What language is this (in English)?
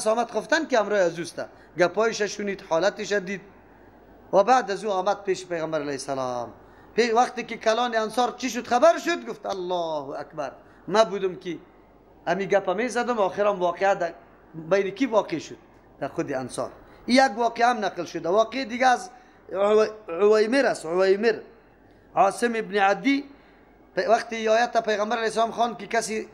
Persian